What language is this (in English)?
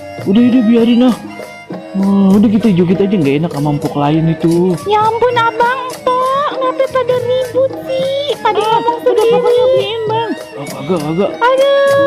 Betawi